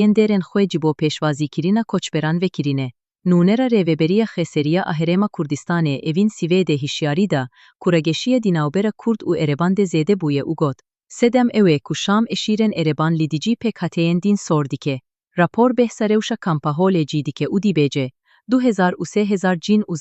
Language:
Kurdish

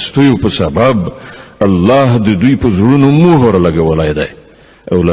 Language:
Pashto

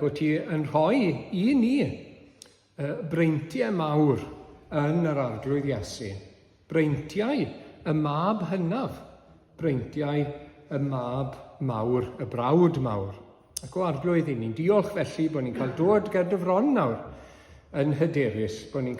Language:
Welsh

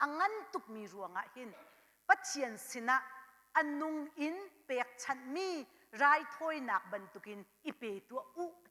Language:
Hakha Chin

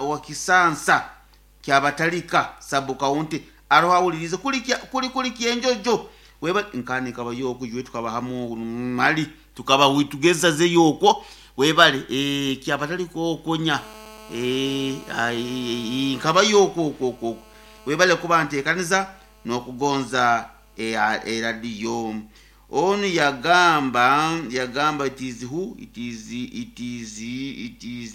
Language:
Nyoro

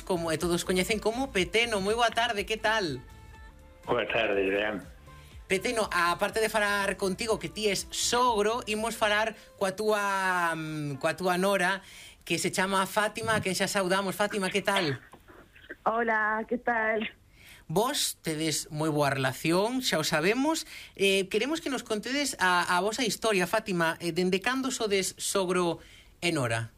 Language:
Galician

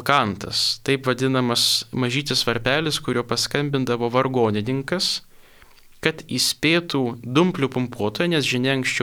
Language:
Lithuanian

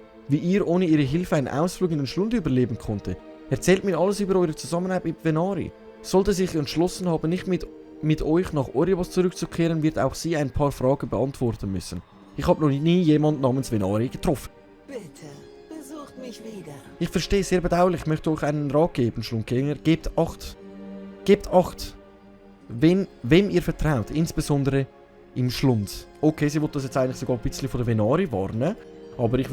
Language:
Swiss German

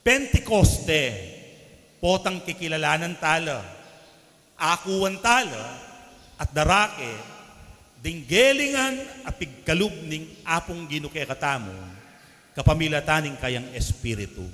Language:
Pampanga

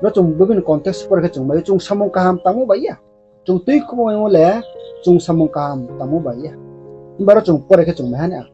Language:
Riang (India)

